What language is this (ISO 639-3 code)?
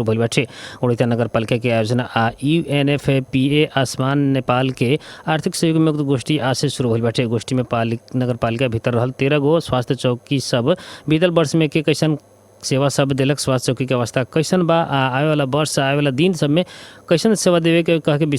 bho